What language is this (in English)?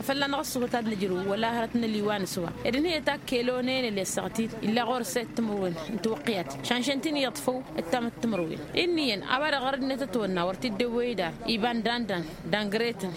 Tamasheq